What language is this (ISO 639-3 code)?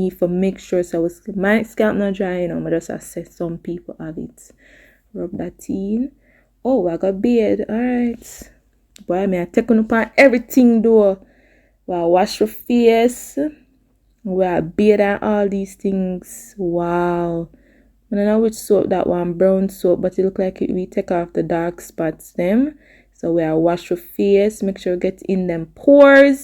jam